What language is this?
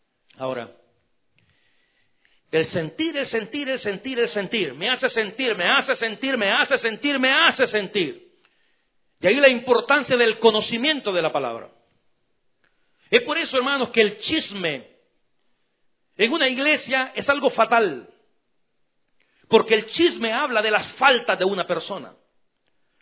Spanish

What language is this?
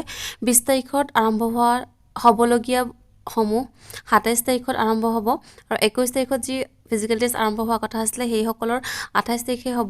Assamese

